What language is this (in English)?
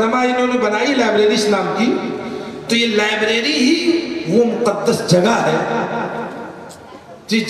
Urdu